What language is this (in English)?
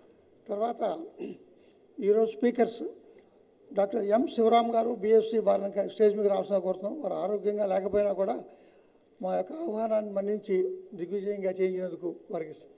Telugu